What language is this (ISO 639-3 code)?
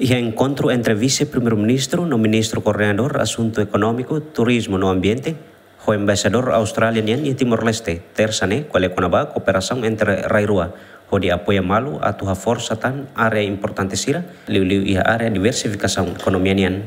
tet